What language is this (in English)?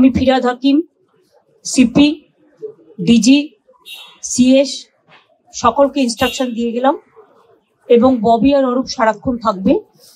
Bangla